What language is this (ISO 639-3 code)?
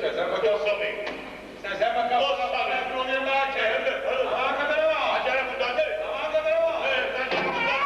nap